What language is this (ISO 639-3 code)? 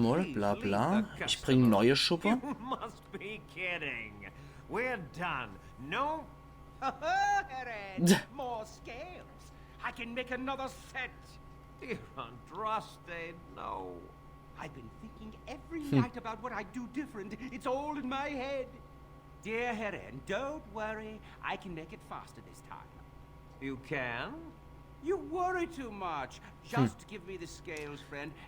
pfl